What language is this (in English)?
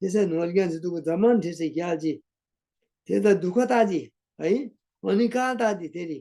Eastern Tamang